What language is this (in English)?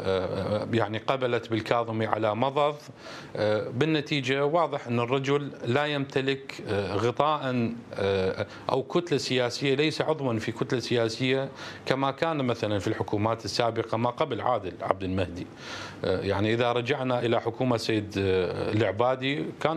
Mesopotamian Arabic